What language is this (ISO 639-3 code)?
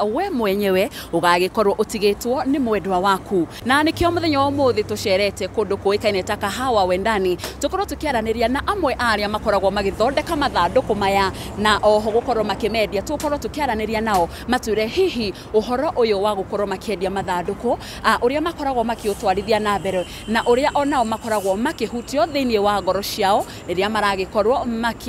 kik